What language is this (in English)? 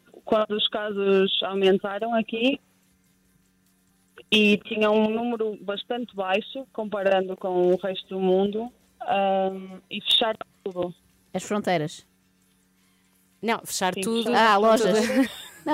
Portuguese